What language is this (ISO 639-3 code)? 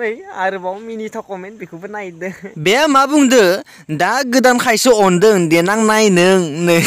brx